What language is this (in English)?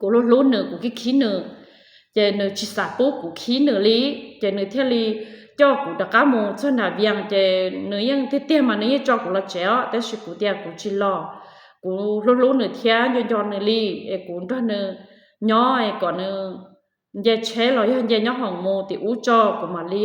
Hmong